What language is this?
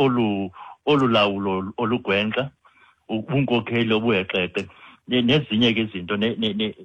Xhosa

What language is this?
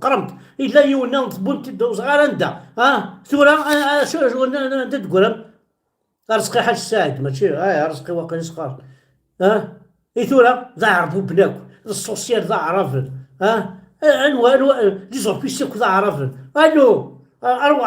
Kabyle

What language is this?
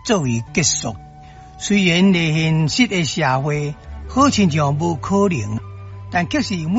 Min Nan Chinese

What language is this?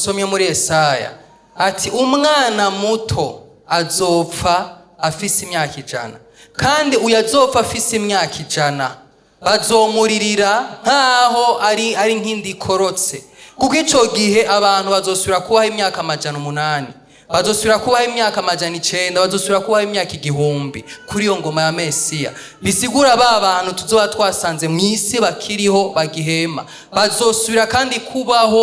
Rundi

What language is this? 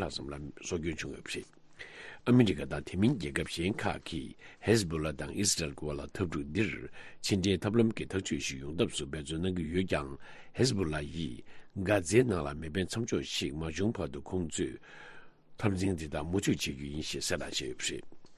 Tibetan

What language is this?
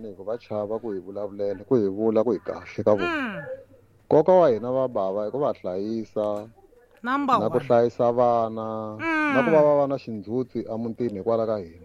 Tsonga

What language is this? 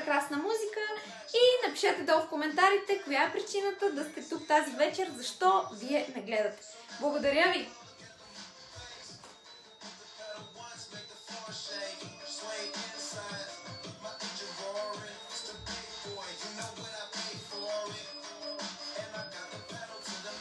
Bulgarian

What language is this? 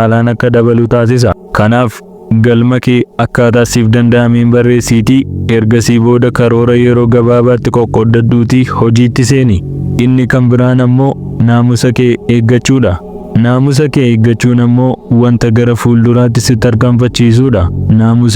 Oromo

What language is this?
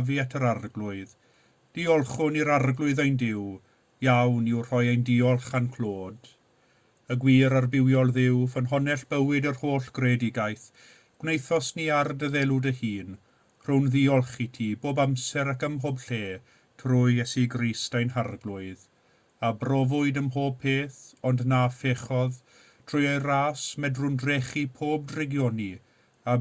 Welsh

